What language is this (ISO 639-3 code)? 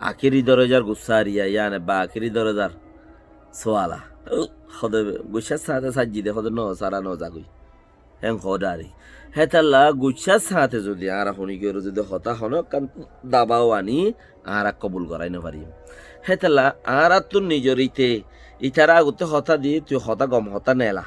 rhg